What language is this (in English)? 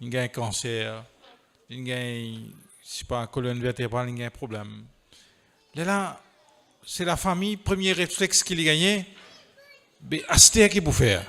Morisyen